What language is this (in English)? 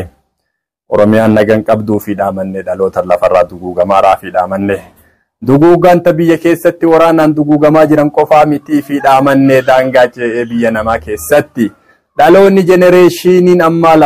Oromo